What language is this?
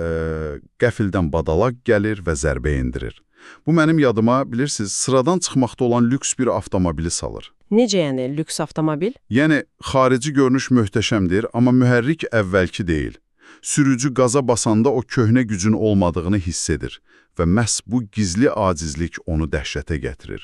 Azerbaijani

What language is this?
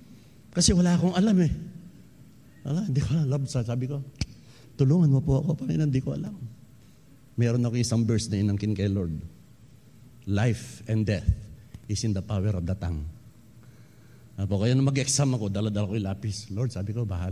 Filipino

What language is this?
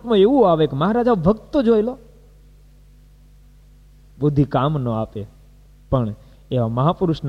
Gujarati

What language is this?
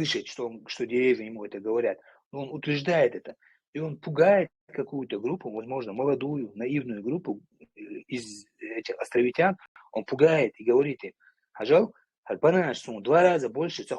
Chechen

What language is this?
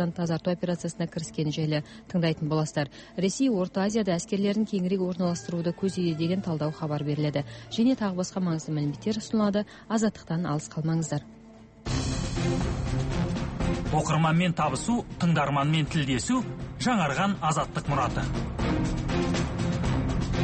Kazakh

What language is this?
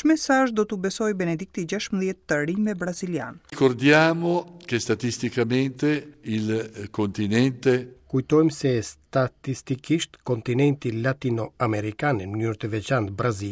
Albanian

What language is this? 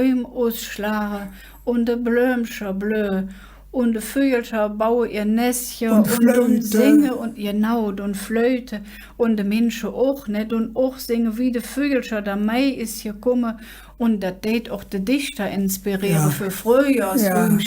Colognian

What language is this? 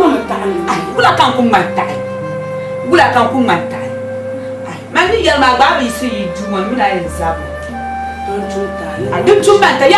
Dagbani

